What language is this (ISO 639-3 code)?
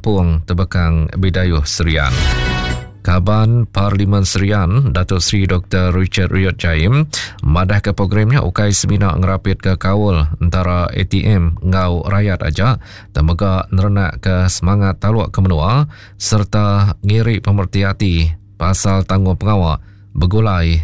iba